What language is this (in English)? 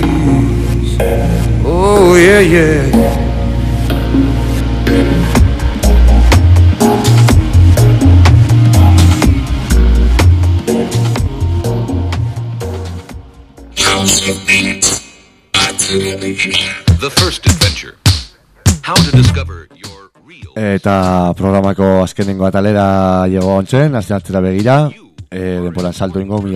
Basque